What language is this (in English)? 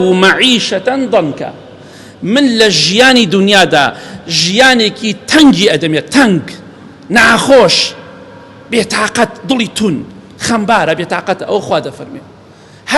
Central Kurdish